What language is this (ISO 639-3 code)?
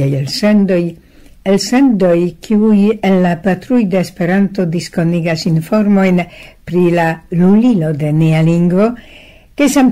epo